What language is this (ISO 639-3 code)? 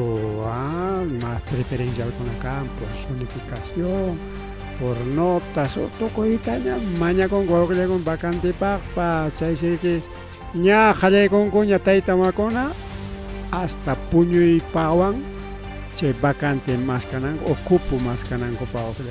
quy